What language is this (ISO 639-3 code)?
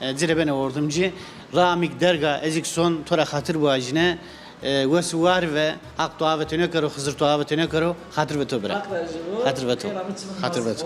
zza